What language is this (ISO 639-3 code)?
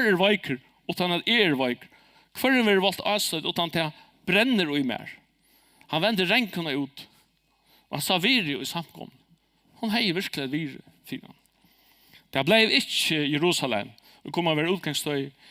fao